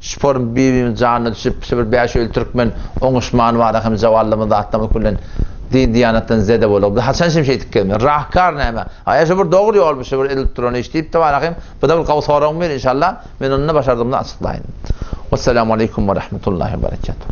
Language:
Turkmen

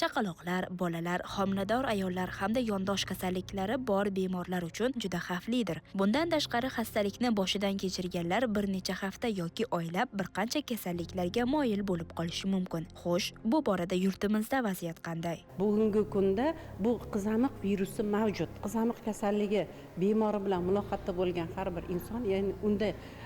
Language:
Uzbek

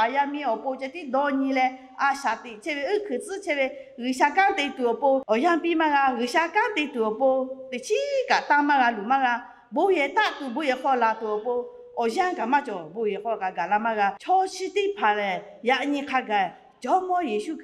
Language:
Lahu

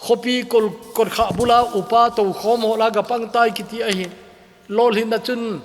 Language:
Thado Chin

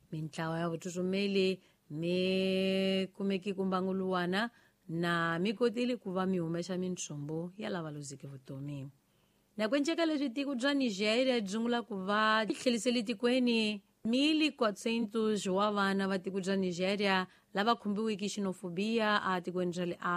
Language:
Tsonga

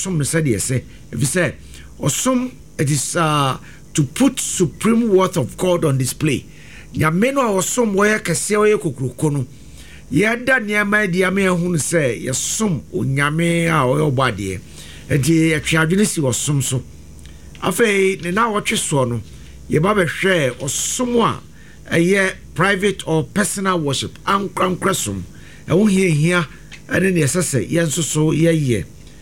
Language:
Akan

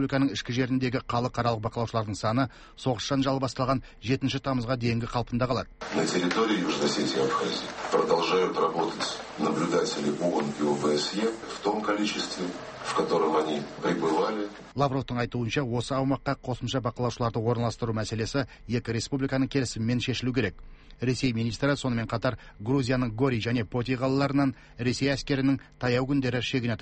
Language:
Kazakh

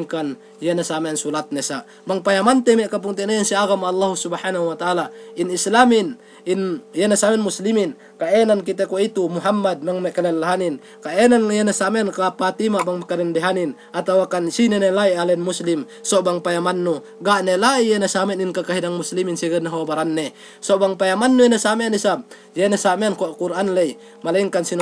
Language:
Yakan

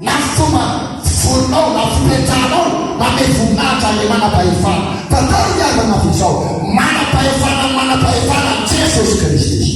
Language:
Malagasy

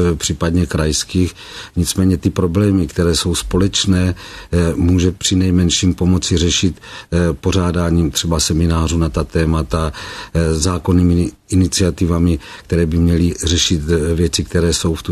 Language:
Czech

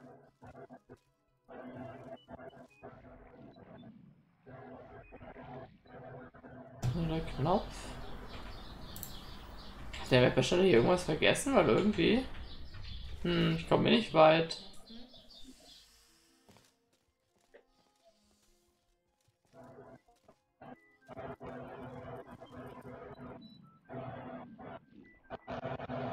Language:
German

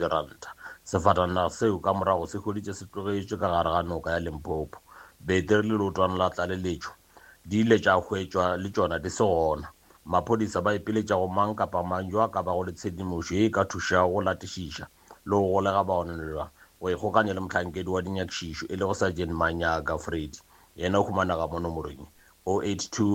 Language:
Northern Sotho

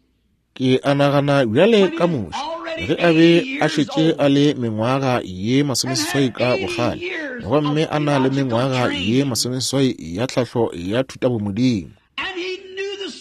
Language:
Northern Sotho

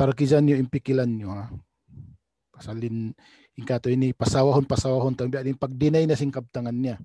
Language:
Tausug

